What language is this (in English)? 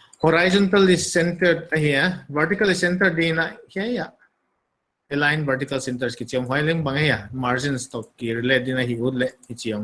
Paite Chin